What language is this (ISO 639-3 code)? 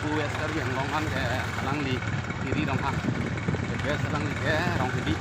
mjw